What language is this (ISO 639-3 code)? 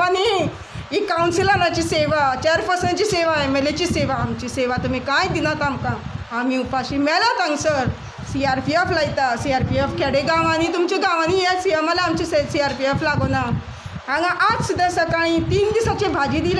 kok